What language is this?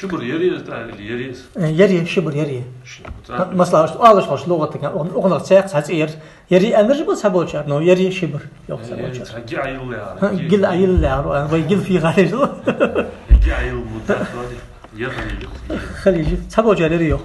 Ingush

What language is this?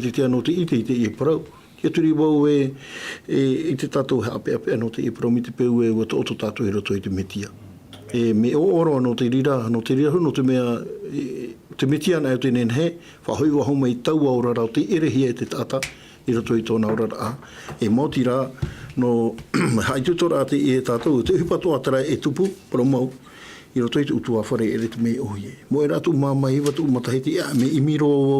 Tahitian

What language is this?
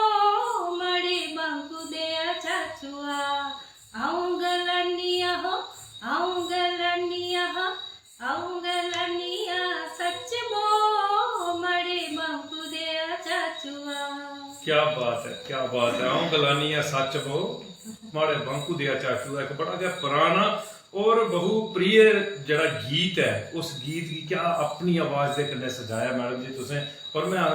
Dogri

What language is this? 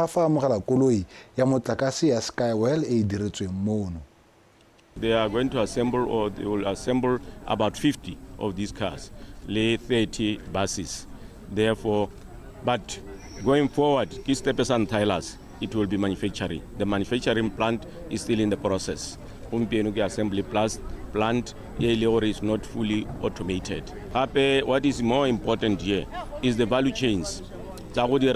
Tswana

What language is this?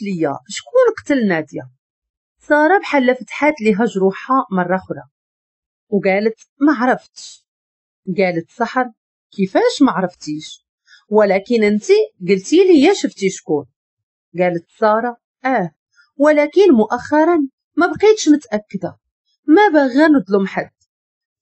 Moroccan Arabic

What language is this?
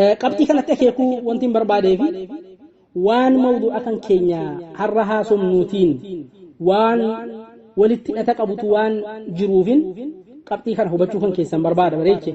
Oromo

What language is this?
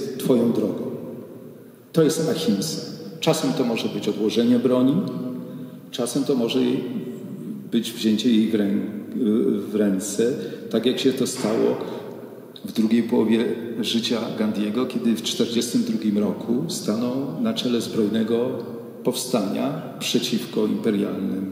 Polish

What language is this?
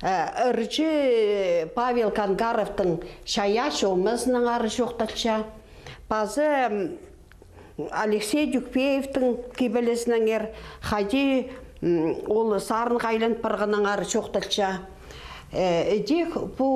Khakas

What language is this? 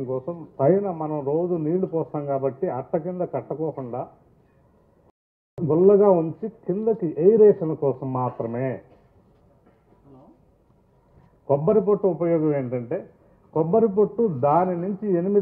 Telugu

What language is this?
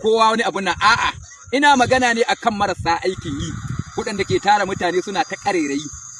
Hausa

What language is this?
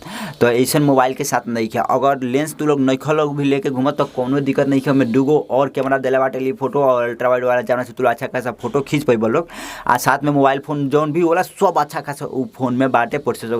Bhojpuri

